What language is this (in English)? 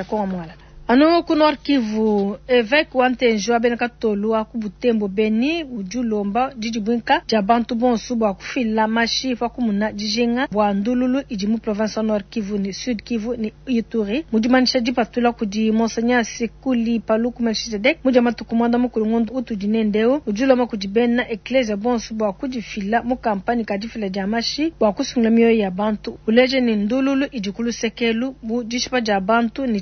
Luba-Lulua